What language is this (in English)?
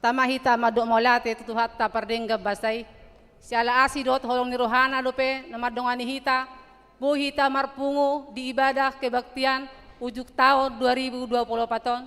Batak Toba